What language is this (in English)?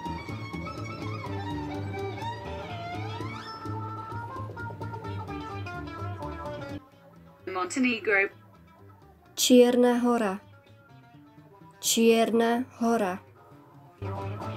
Slovak